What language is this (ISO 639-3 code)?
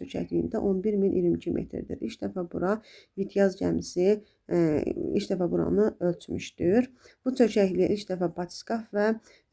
aze